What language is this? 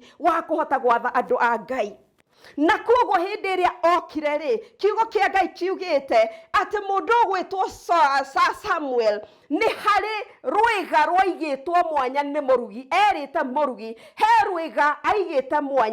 Kikuyu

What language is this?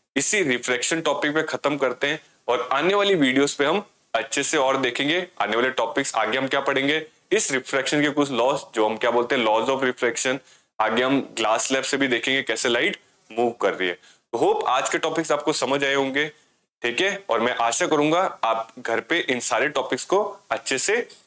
Hindi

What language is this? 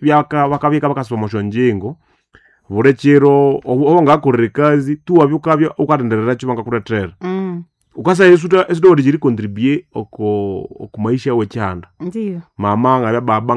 Nande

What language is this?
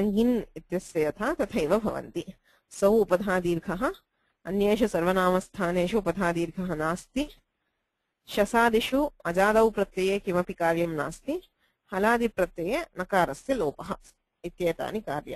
Sanskrit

